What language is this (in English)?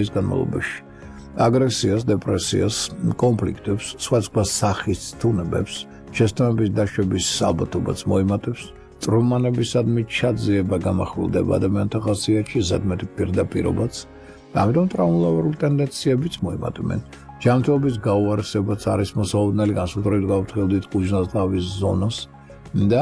Georgian